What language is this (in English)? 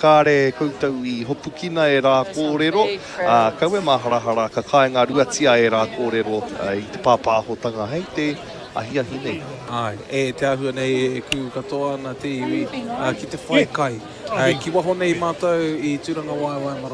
Māori